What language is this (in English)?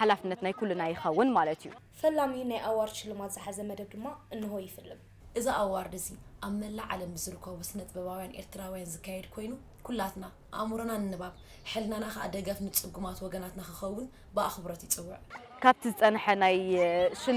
Tigrinya